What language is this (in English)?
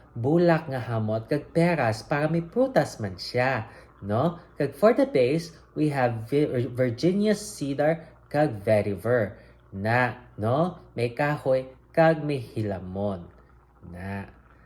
Hiligaynon